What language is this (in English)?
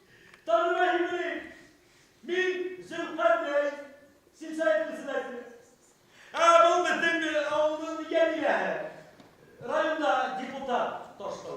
Bashkir